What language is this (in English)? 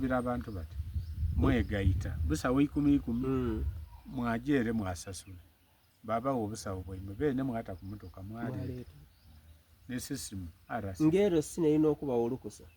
Soga